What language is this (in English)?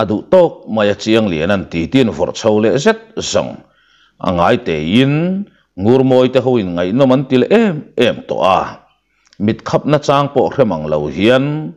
Mizo